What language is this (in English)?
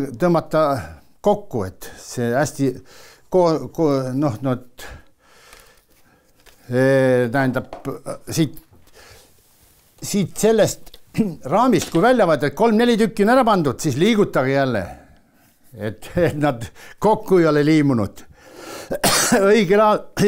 Estonian